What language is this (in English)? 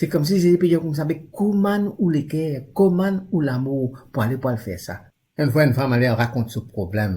Morisyen